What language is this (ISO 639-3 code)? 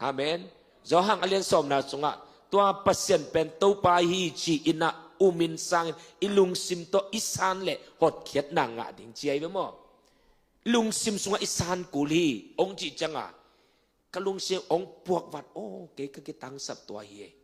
ctd